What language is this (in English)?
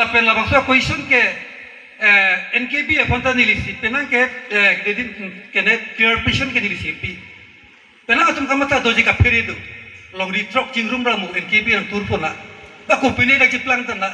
Karbi